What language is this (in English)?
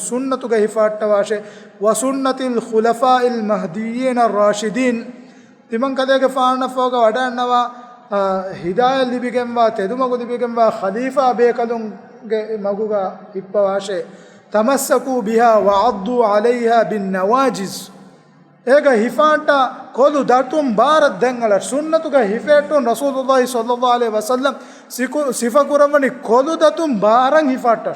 Divehi